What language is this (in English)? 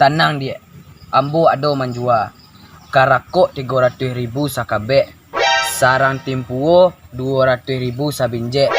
Minangkabau